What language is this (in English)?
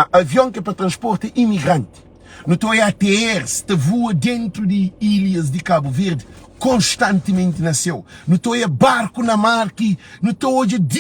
Kabuverdianu